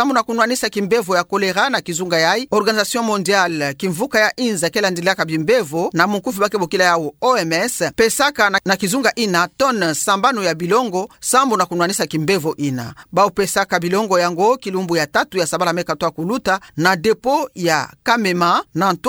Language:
Kituba (Democratic Republic of Congo)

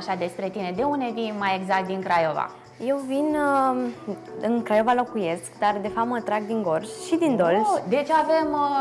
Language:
Romanian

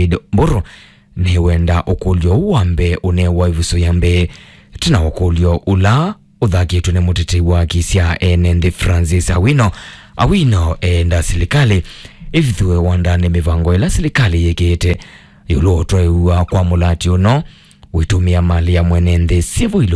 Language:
Kamba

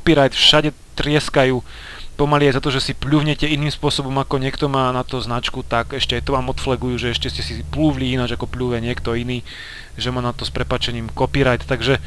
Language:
Slovak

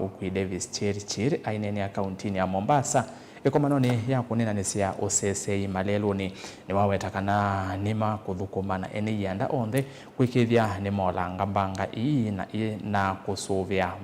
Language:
Kamba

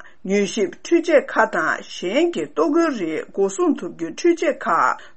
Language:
Tibetan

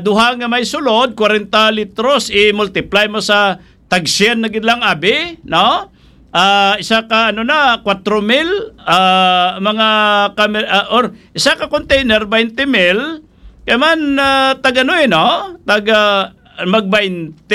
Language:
Hiligaynon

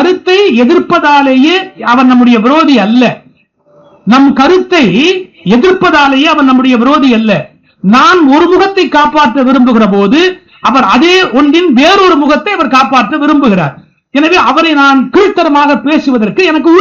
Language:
Tamil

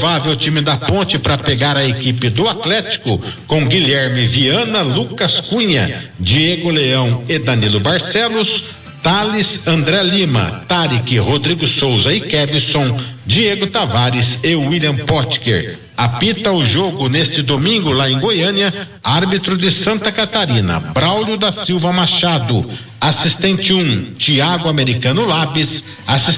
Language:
Portuguese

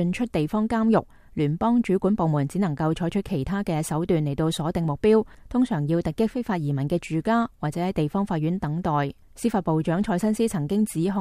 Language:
Cantonese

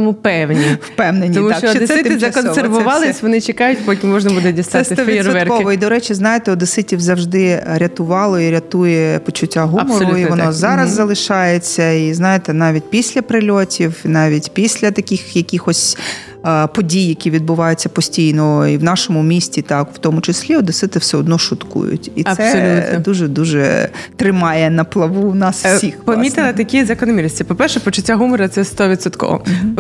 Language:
Ukrainian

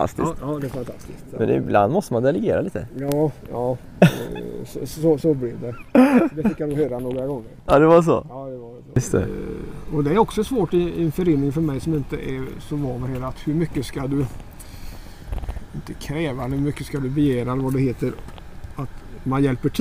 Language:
Swedish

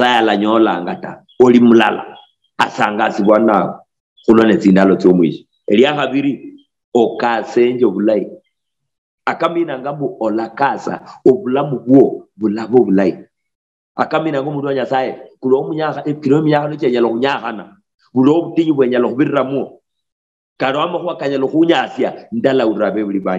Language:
Luyia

